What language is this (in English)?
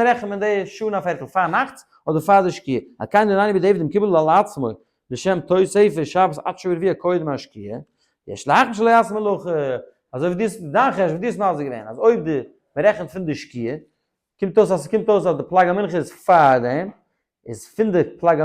Yiddish